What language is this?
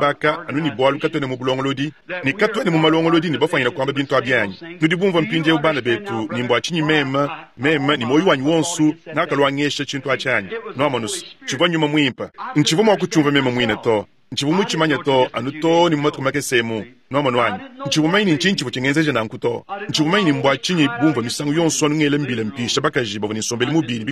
Luba-Lulua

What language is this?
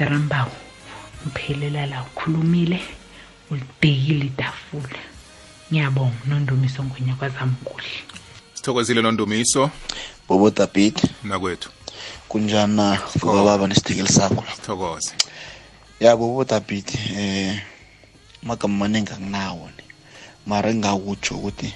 South Ndebele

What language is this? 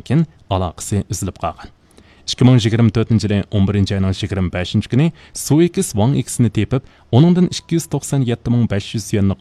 Uyghur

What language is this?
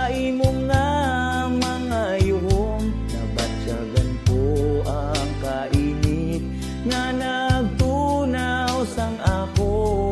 Hiligaynon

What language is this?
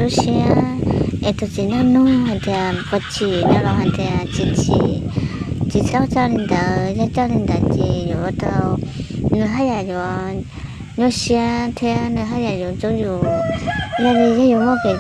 Hmong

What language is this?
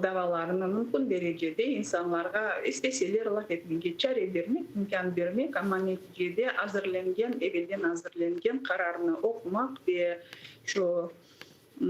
Crimean Tatar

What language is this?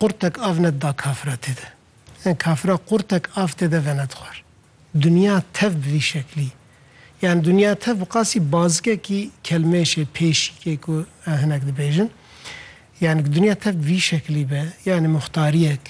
Kurdish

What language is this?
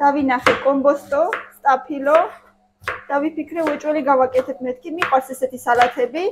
Georgian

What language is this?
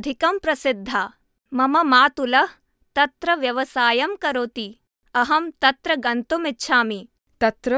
Sanskrit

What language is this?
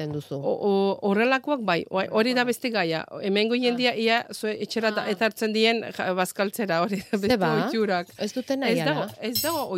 Basque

